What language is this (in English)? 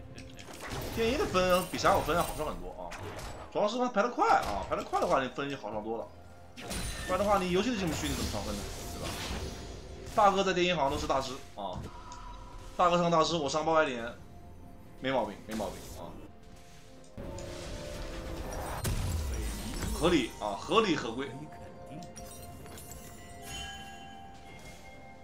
Chinese